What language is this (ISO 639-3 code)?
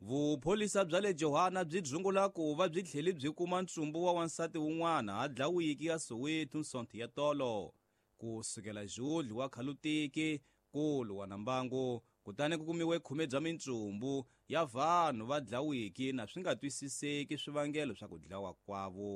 tso